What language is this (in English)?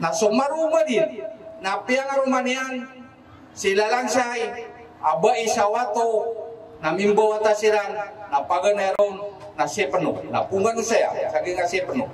Maranao